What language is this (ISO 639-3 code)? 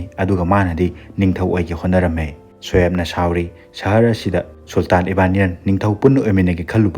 mni